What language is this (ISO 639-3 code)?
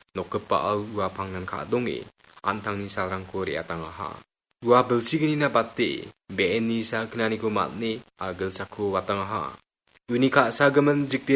grt